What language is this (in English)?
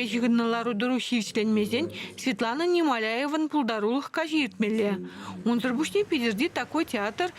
Chuvash